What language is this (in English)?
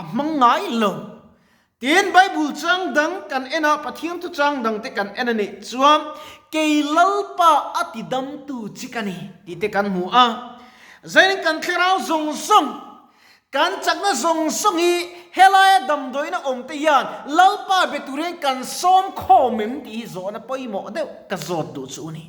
Mizo